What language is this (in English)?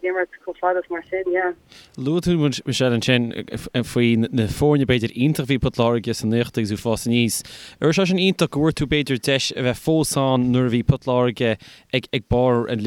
Irish